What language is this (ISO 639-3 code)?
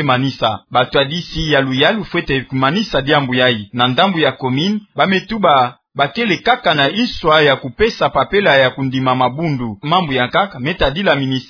ktu